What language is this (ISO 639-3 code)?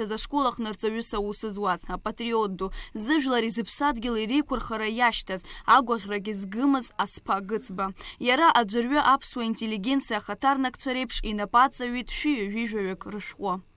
abk